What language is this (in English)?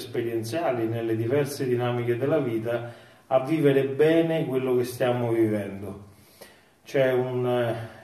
Italian